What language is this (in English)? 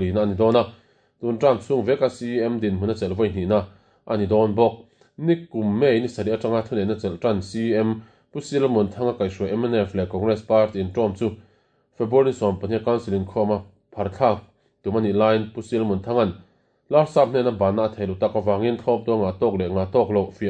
Mizo